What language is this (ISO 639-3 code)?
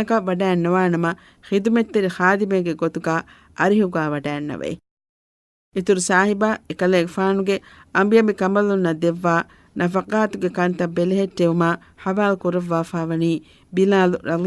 div